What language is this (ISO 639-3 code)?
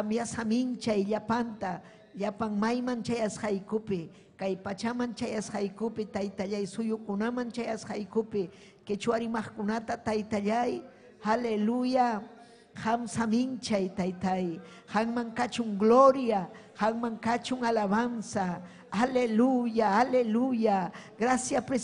quy